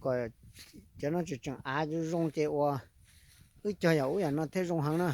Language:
Hmong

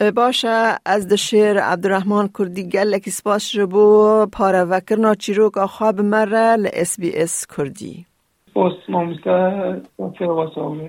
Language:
Kurdish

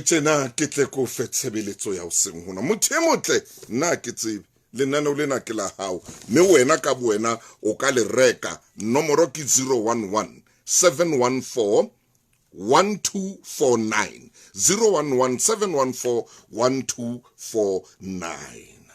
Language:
Southern Sotho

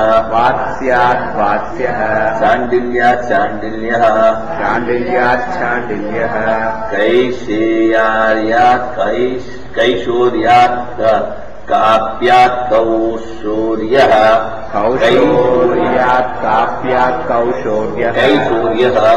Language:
Sanskrit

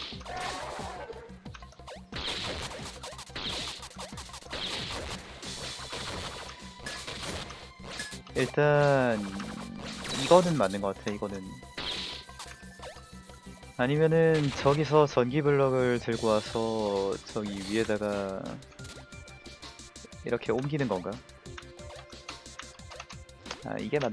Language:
Korean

